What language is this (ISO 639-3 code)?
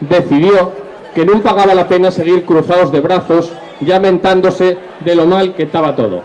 ast